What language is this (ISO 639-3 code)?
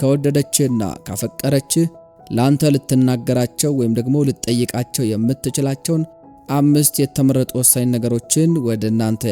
amh